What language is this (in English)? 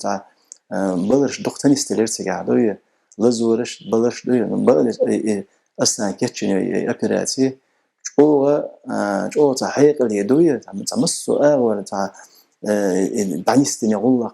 Chechen